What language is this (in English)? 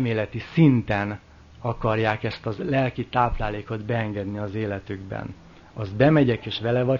Hungarian